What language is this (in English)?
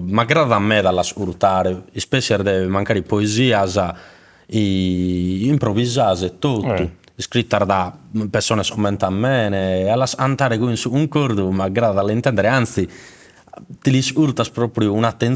Sardinian